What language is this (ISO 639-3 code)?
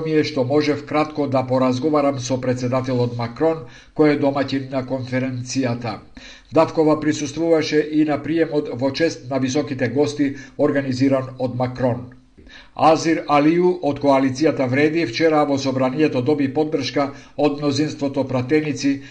mkd